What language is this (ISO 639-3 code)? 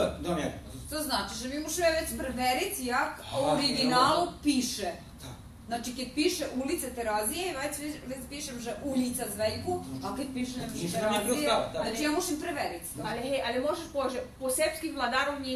rue